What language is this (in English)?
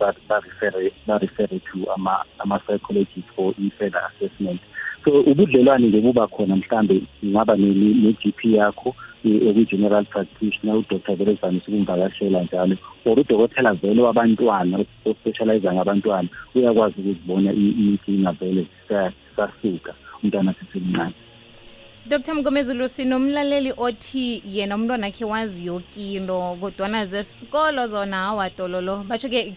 South Ndebele